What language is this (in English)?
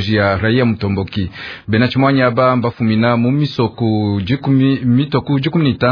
Luba-Lulua